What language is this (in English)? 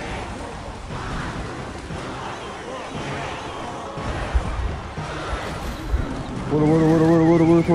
Persian